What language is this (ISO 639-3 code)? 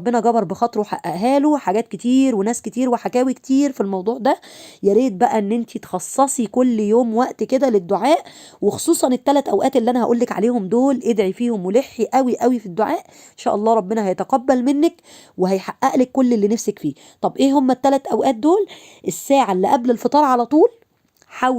arz